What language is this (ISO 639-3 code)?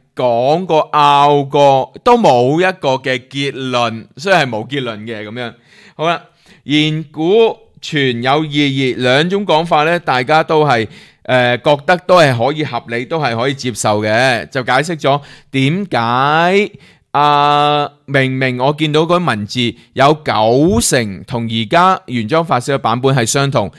yue